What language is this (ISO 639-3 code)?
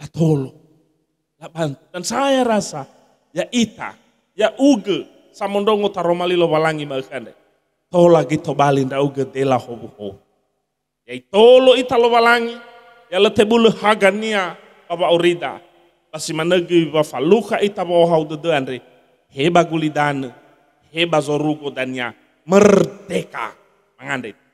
nia